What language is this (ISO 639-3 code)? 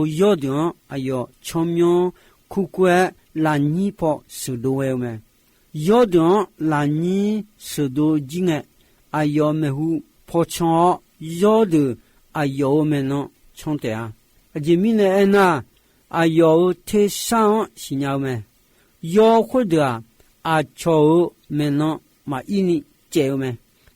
ahk